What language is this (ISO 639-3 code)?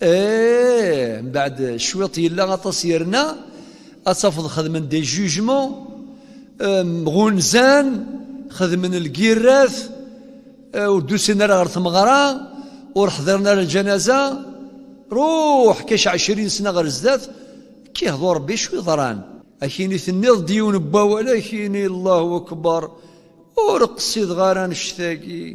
kab